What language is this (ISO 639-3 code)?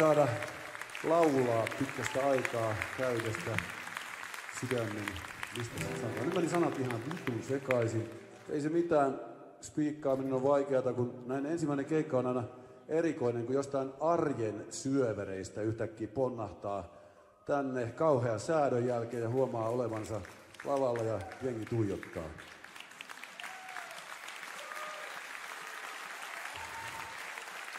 fin